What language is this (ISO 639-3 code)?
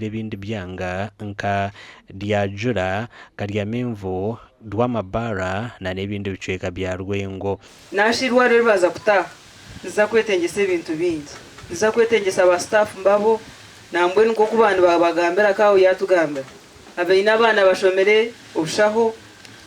nyn